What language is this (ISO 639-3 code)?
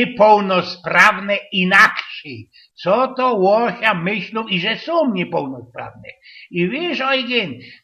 szl